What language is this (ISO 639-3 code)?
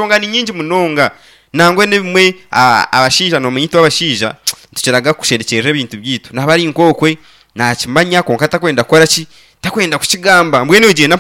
nyn